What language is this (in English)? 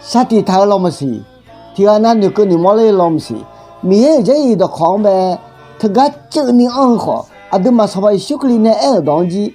Akha